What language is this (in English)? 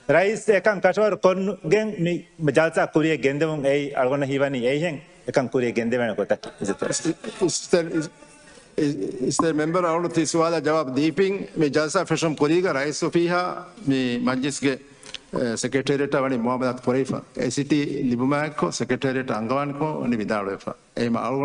Divehi